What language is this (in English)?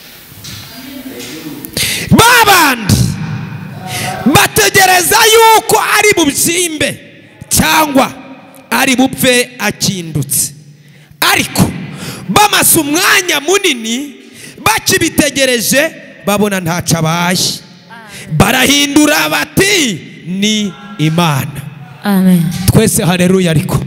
Kinyarwanda